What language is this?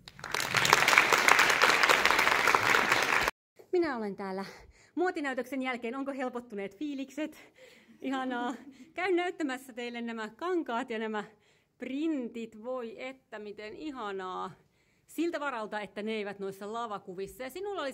Finnish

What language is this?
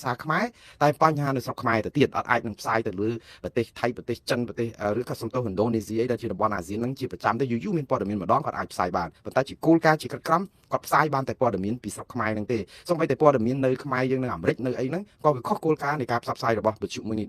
Khmer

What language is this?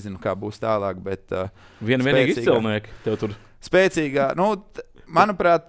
Latvian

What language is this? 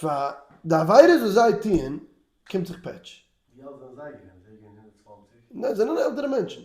Yiddish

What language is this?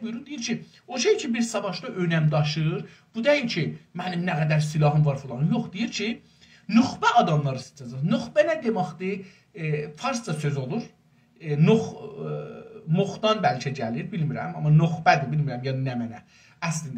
South Azerbaijani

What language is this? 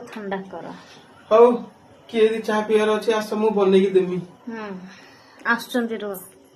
Odia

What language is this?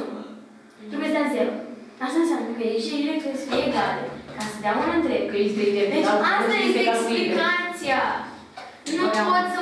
Romanian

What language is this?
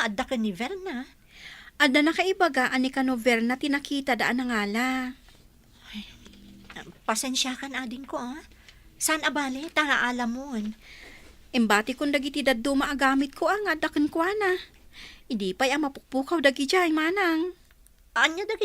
Iloko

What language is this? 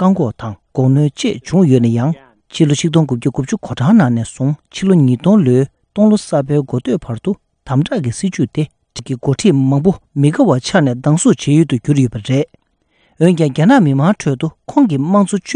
Tibetan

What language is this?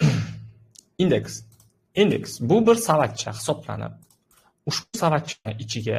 Uzbek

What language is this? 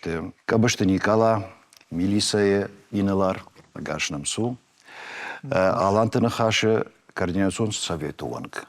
Ossetic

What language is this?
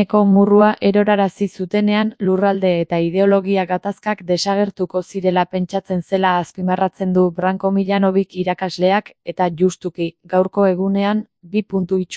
Basque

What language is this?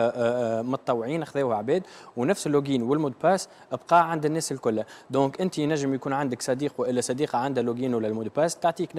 Tunisian Arabic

